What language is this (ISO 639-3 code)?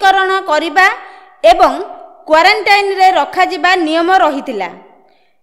ori